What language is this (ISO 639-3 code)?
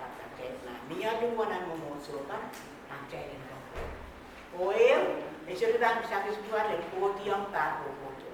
pon